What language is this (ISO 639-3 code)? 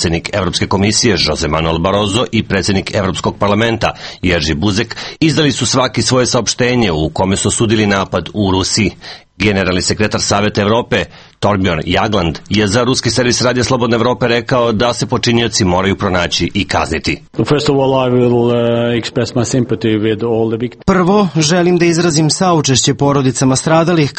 srp